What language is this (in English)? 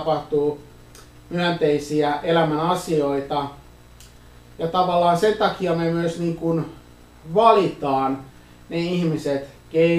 Finnish